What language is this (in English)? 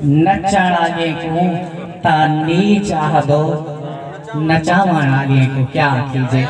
Saraiki